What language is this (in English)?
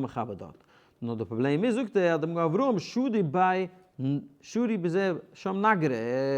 Yiddish